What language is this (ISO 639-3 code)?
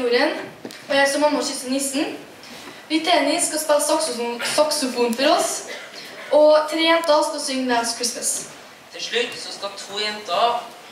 nor